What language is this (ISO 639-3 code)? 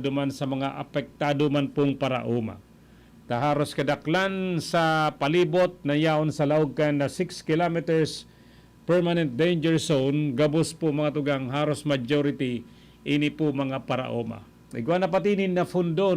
bik